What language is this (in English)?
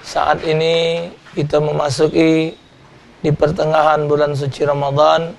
Musi